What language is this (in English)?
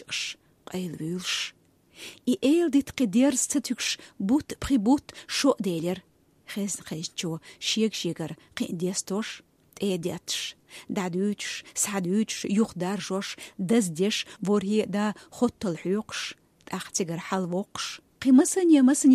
Chechen